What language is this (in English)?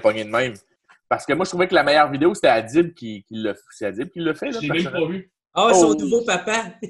French